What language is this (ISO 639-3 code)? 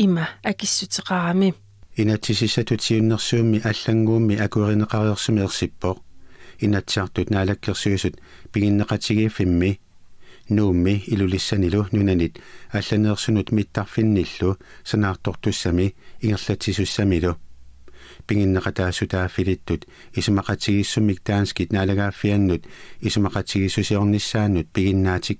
kal